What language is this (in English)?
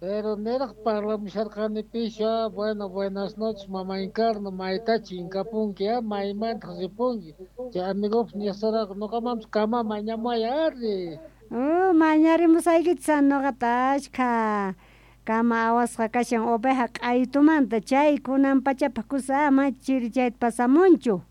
Quechua